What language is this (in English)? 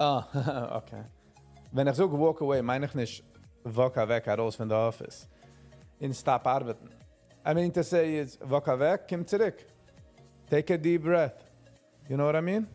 Yiddish